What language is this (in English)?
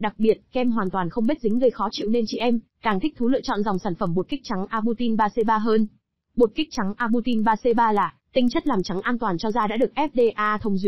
Vietnamese